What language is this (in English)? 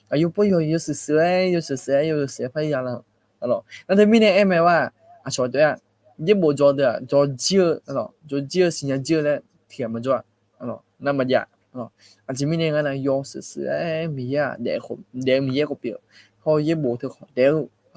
Akha